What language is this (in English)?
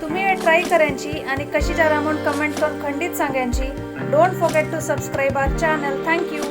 Konkani